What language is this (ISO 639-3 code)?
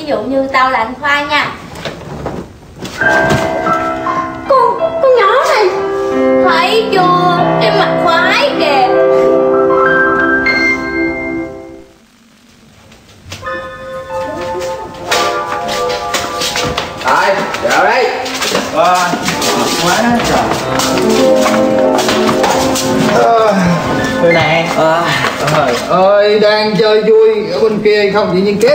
vie